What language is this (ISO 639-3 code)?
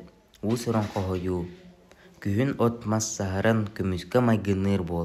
sah